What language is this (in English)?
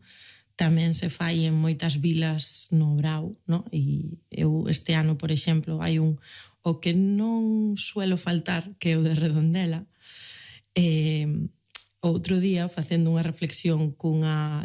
Galician